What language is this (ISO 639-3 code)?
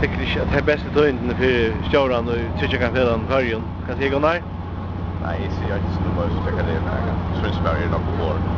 fao